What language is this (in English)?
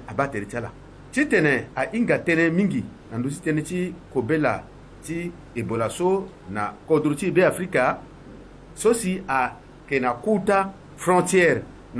Sango